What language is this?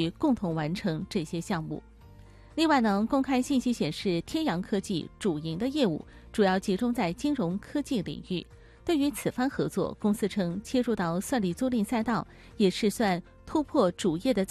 Chinese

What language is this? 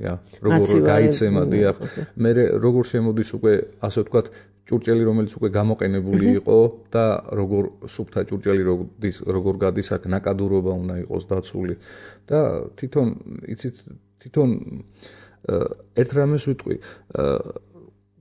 Georgian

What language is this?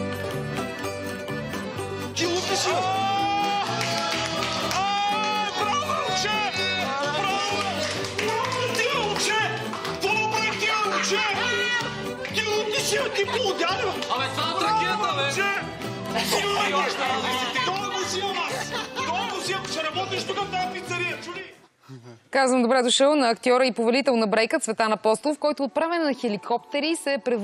Bulgarian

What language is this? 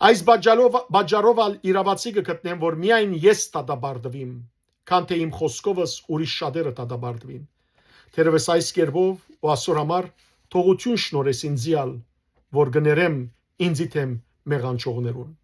Western Armenian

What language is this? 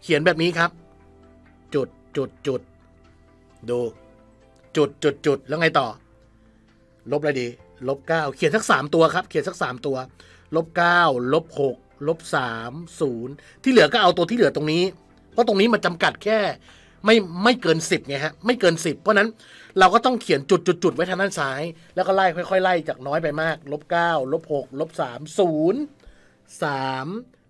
Thai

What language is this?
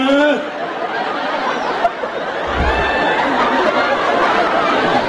Indonesian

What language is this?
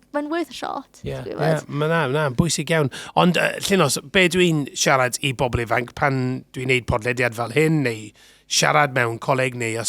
Welsh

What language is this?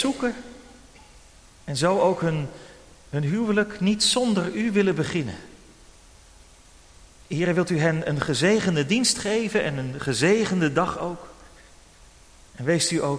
Dutch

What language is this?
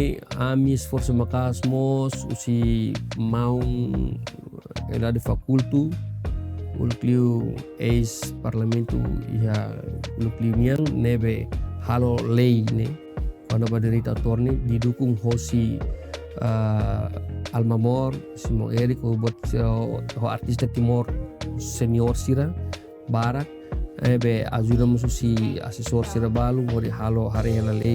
Tetum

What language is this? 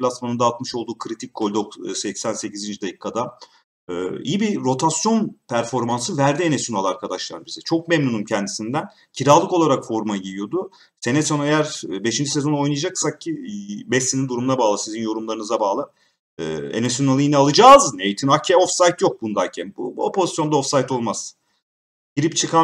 Turkish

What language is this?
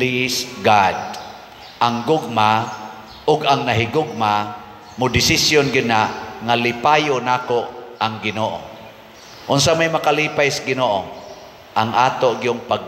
Cebuano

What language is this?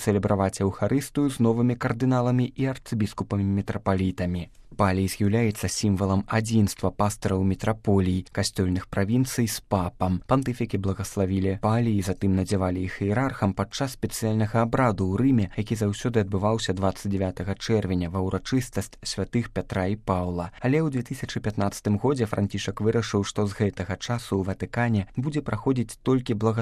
Belarusian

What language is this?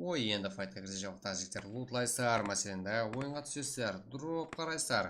Kara-Kalpak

